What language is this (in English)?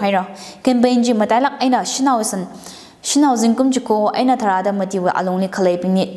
Tangkhul Naga (India)